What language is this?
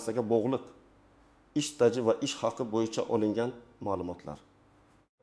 Uzbek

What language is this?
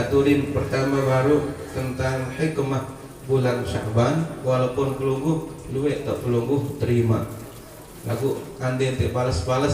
Sasak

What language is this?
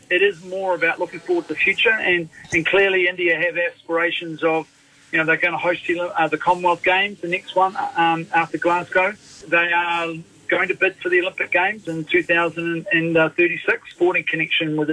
English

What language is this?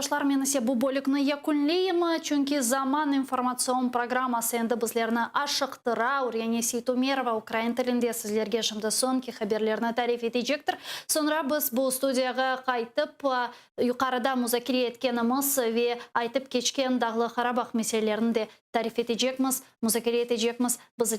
Crimean Tatar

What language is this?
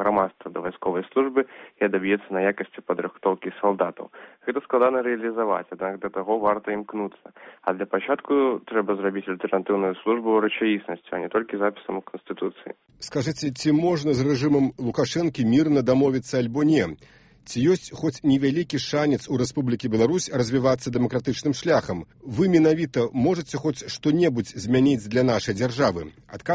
Belarusian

